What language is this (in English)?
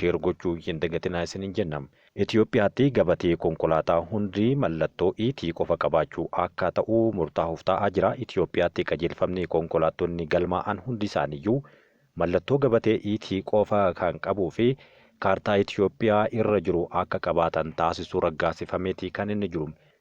Oromo